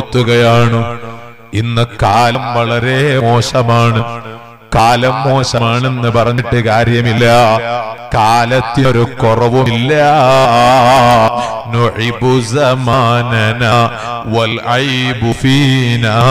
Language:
Malayalam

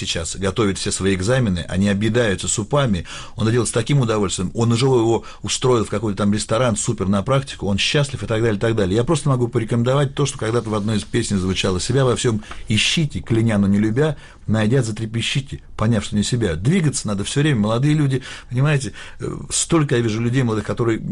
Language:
Russian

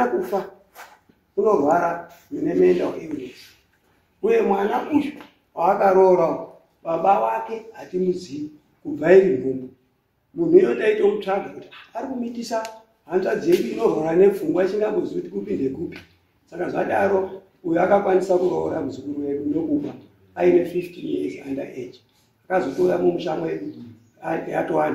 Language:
Shona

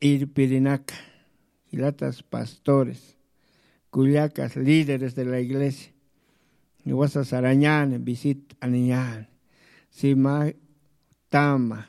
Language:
Aymara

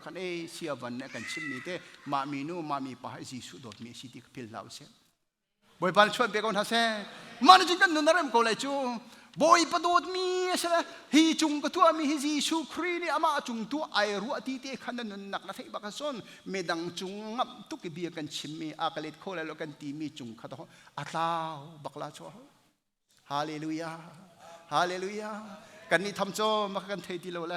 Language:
Hakha Chin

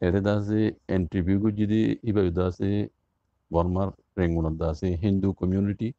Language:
Rohingya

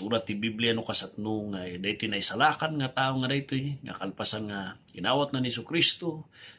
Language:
Iloko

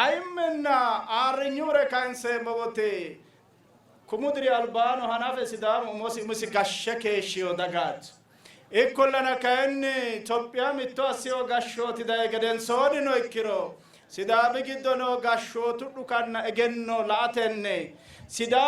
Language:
Sidamo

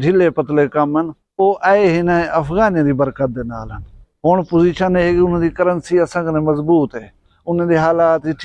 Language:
Saraiki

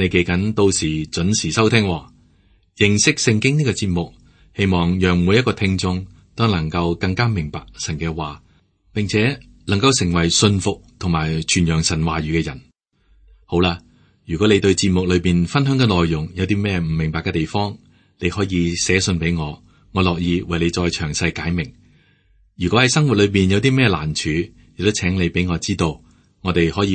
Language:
Cantonese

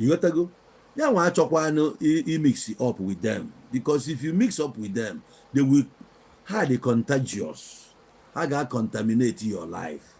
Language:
Igbo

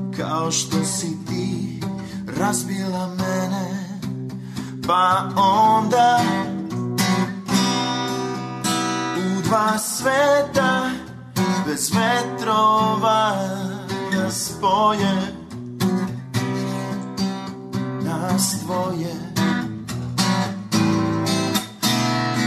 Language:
Serbian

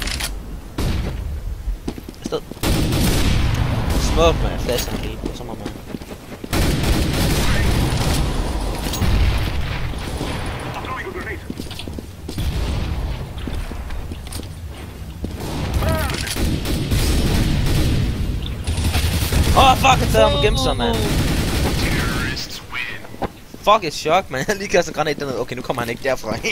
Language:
Danish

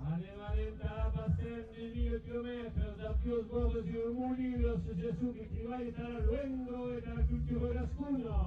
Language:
Occitan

